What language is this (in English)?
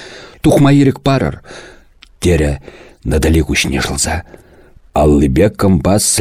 Chuvash